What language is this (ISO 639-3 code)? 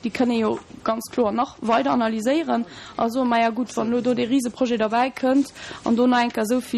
ltz